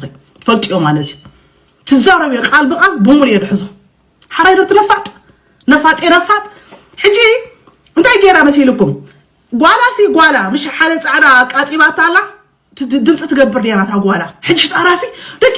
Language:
Tigrinya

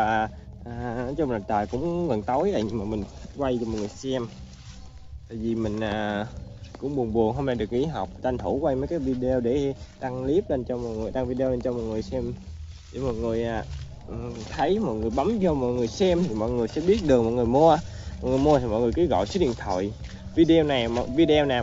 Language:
Vietnamese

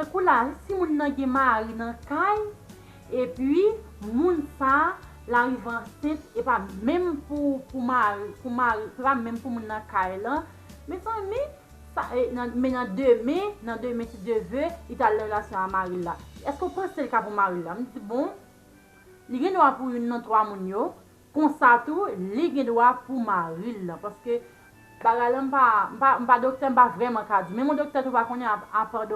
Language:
Haitian Creole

